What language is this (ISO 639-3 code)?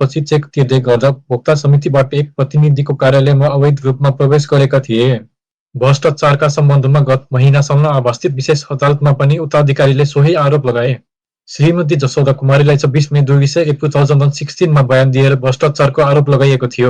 nep